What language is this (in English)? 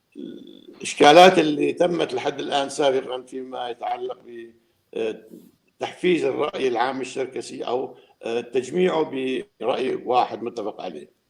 North Levantine Arabic